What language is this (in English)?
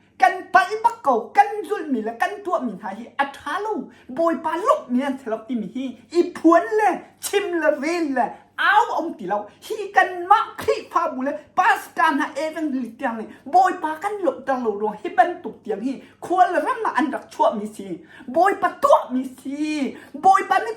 Hakha Chin